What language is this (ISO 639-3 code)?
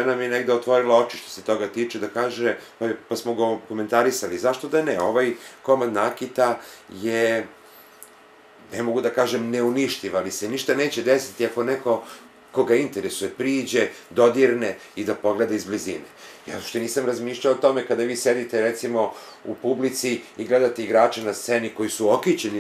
srp